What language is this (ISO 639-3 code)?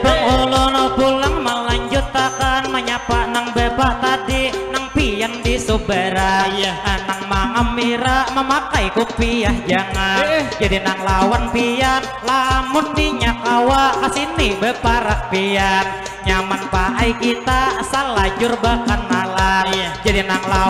bjn